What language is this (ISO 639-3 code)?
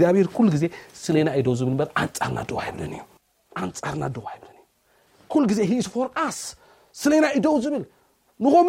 tir